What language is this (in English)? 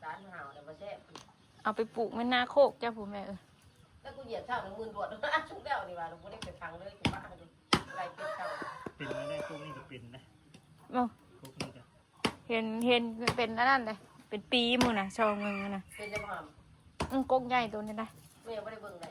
Northeastern Thai